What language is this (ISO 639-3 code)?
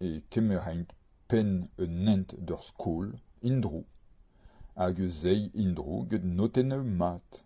bre